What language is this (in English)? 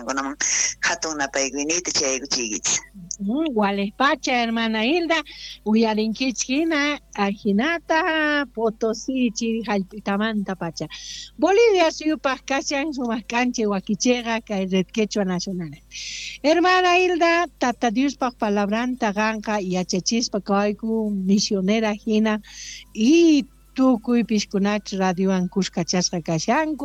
South Bolivian Quechua